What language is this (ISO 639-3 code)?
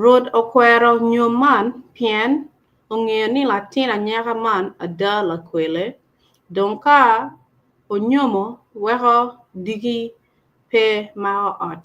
ach